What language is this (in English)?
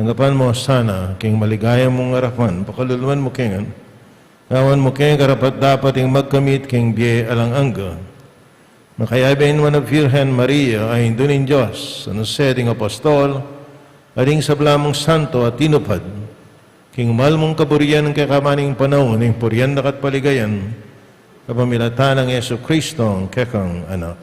Pampanga